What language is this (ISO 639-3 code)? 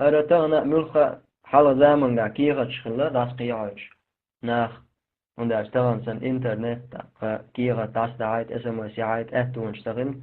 che